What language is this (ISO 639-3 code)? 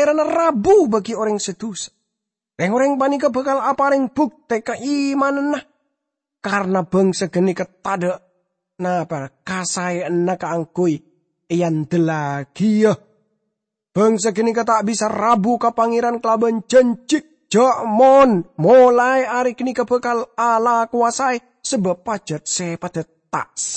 mad